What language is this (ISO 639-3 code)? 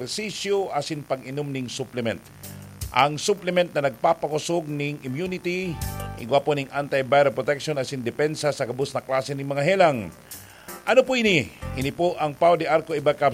bik